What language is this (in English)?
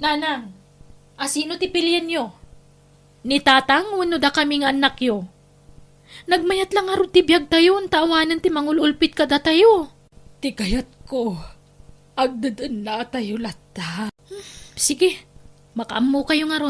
Iloko